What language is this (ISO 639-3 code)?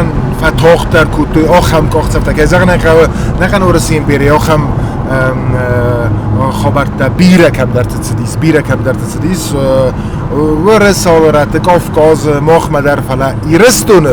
oss